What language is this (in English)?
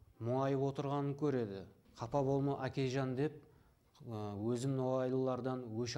Kara-Kalpak